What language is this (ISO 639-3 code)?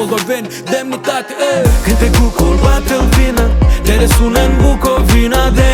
ron